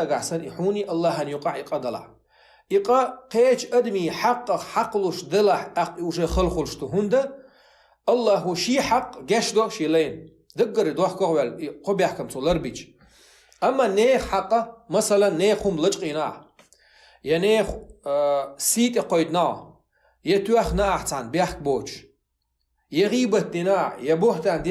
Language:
Chechen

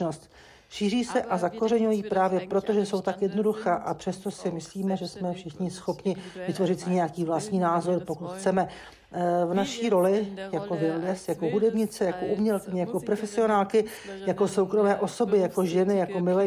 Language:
Czech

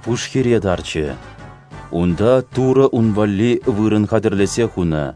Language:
Chuvash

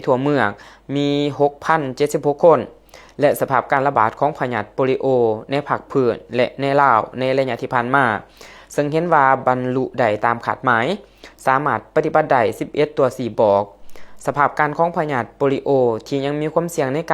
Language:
Lao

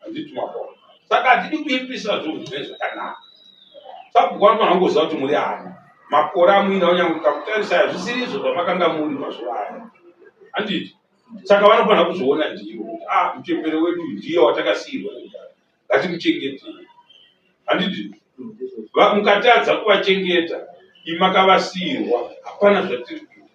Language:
Shona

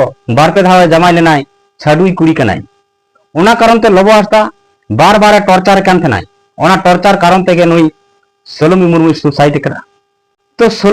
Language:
Santali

